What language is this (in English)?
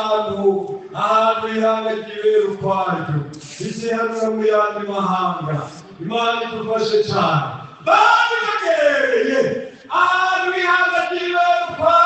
Rundi